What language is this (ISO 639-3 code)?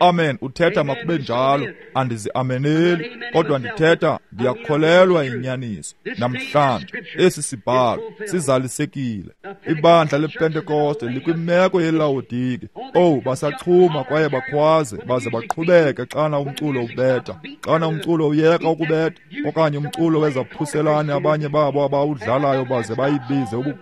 xho